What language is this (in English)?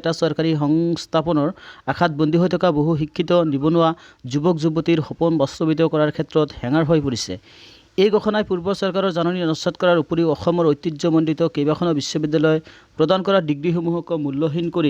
Assamese